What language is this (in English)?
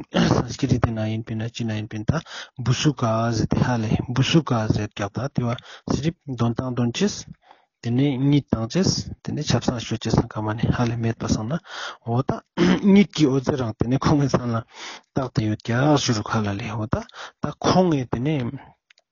Ladakhi